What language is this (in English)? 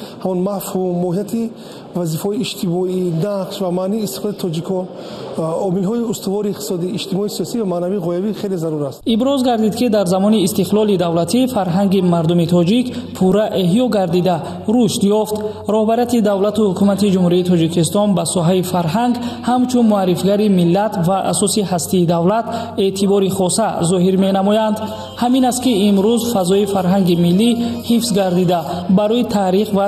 Tajik